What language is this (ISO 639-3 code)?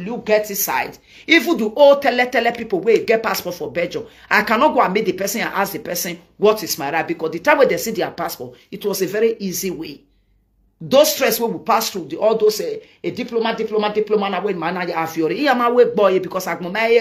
pcm